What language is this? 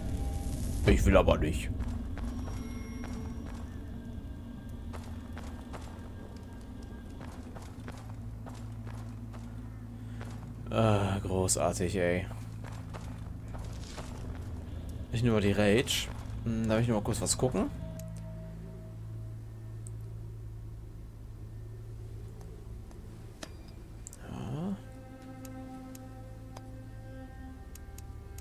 German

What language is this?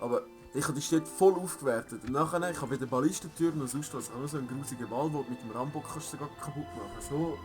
Swiss German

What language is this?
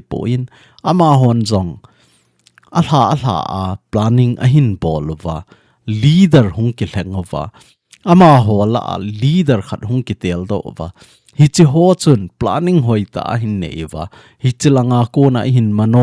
Thado Chin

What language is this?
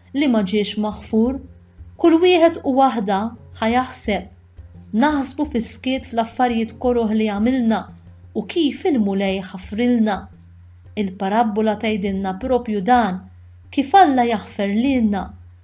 Maltese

